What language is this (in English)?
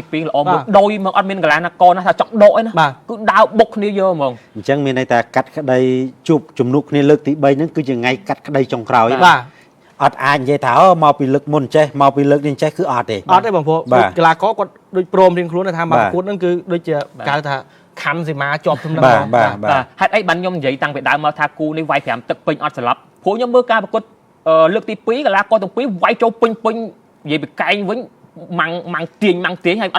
Khmer